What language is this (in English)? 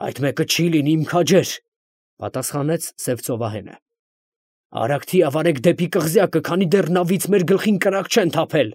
Armenian